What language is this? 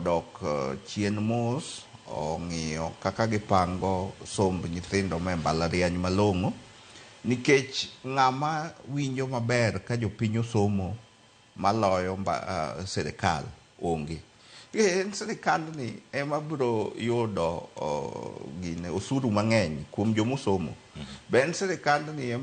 Luo (Kenya and Tanzania)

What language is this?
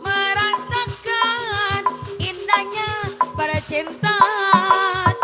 Betawi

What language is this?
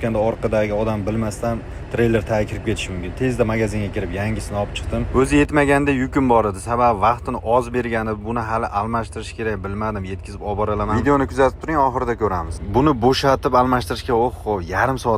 Uzbek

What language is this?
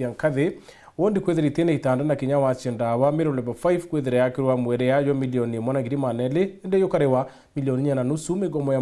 Meru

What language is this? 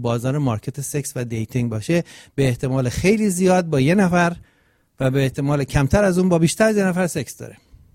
Persian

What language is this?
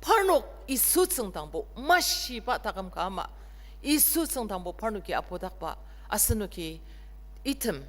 Ao Naga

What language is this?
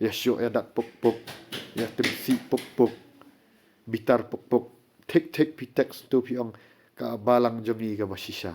Khasi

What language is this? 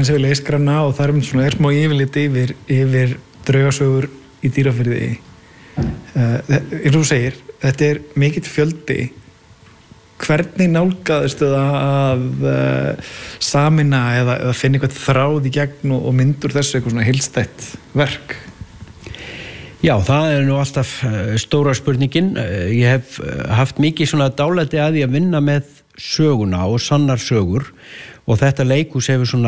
Icelandic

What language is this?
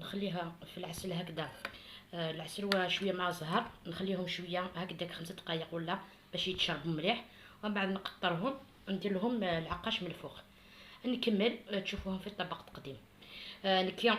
Algerian Arabic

